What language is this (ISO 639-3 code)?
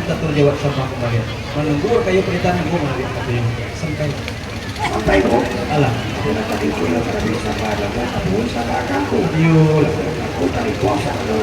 min